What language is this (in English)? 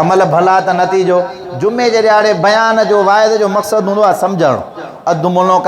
Sindhi